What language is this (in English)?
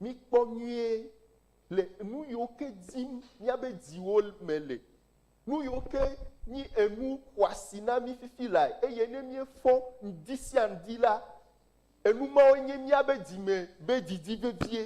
Ewe